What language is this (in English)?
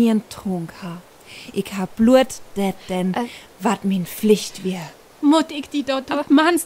Northern Frisian